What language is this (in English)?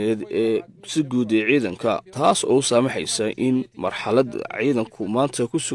Somali